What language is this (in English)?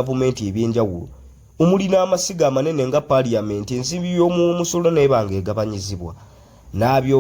Ganda